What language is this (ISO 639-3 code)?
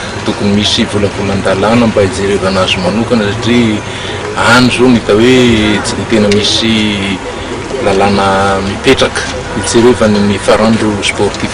mlg